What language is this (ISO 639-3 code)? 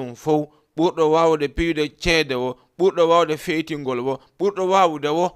ful